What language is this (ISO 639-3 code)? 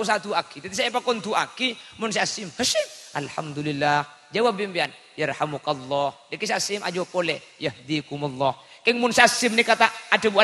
mad